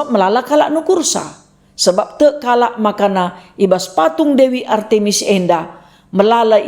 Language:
Batak Karo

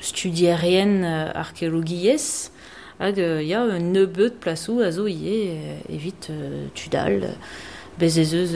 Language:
Breton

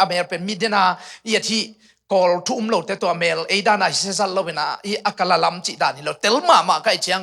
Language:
Tedim Chin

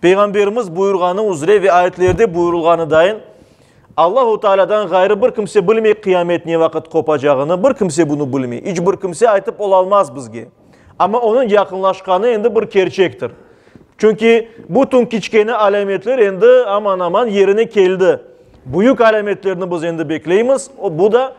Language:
Crimean Tatar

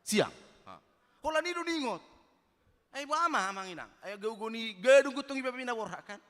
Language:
Batak Toba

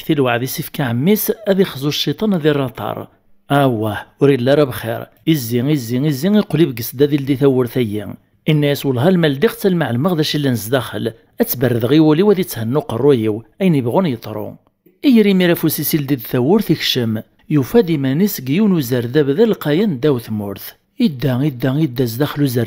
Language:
Kabyle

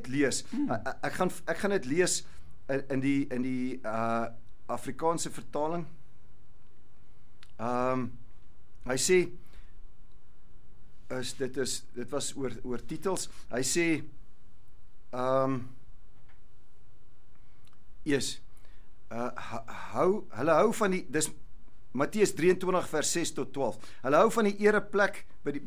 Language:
Afrikaans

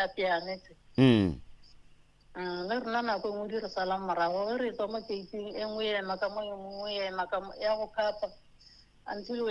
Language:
Northern Sotho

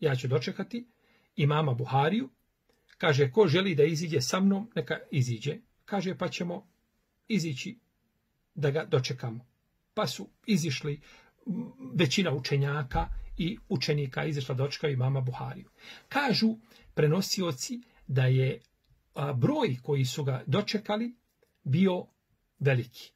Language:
Bosnian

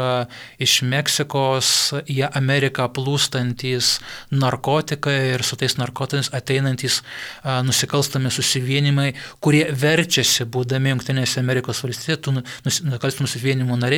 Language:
Lithuanian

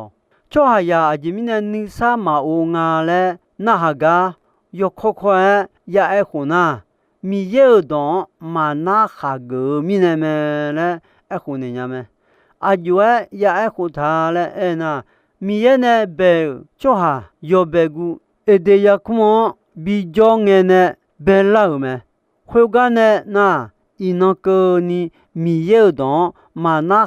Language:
Akha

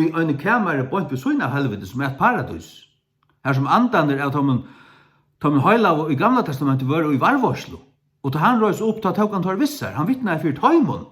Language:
Faroese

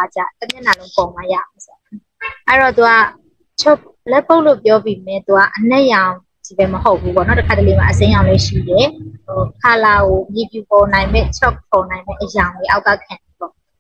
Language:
Burmese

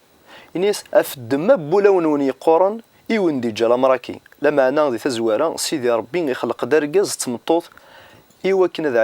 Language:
Kabyle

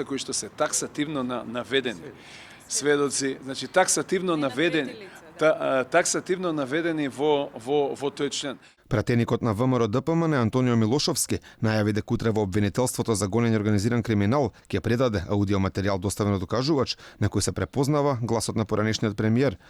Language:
Macedonian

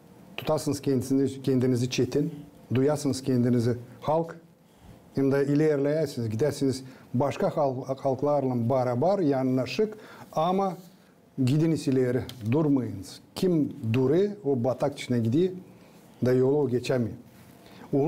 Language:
Gagauz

